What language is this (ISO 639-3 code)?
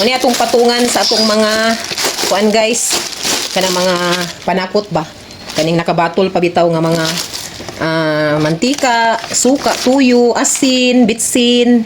ceb